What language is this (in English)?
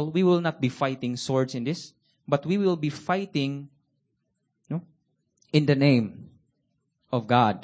Cebuano